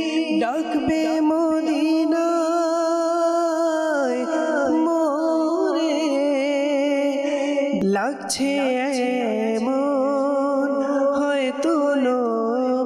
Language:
Bangla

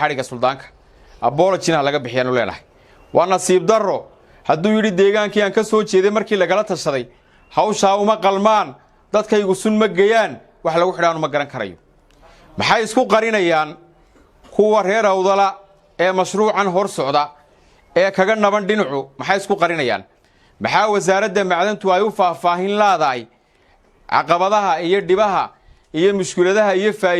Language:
Somali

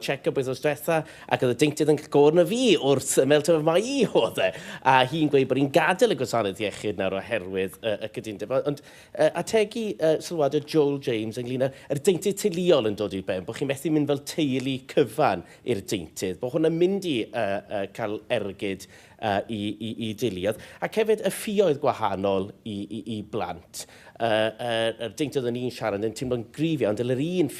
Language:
Welsh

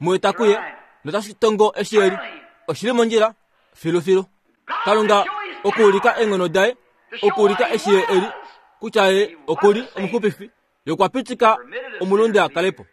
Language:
Kuanyama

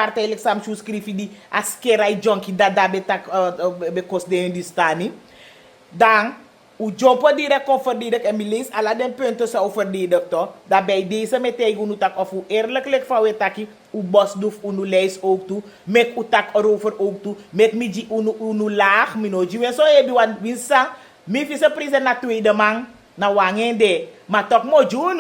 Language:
Sranan Tongo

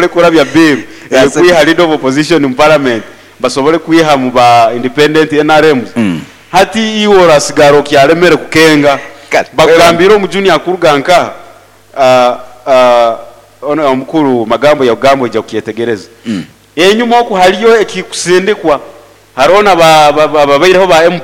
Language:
Nyoro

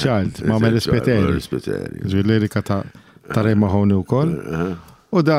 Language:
Maltese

